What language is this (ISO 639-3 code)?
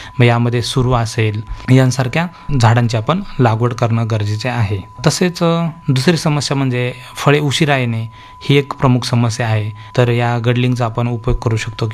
mar